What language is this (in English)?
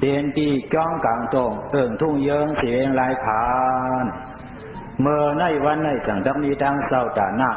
Shan